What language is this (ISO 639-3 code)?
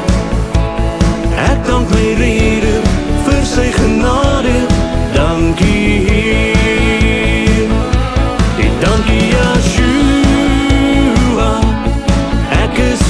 afr